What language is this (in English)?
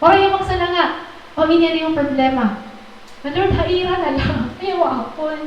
Waray